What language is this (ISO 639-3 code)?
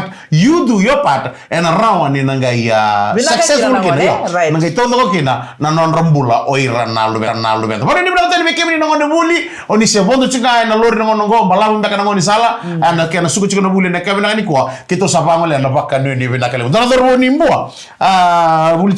fij